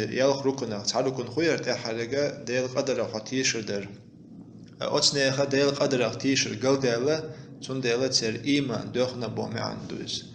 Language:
Chechen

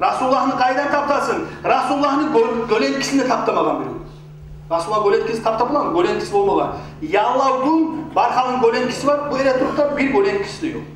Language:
Kumyk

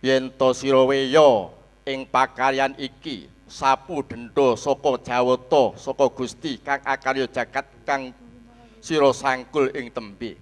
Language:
Javanese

